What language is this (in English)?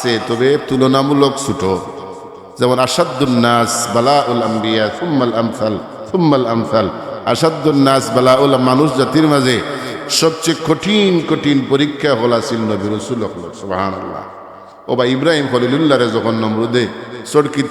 Sylheti